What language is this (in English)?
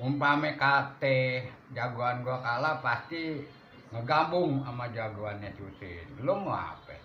Betawi